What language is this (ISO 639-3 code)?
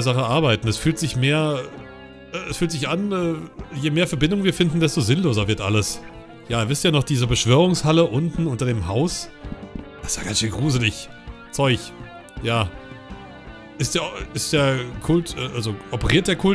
deu